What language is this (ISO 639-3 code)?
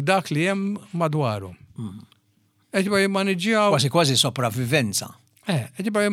mlt